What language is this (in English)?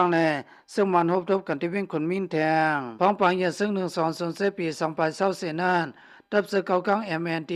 Shan